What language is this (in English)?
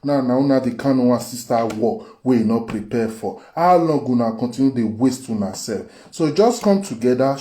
Nigerian Pidgin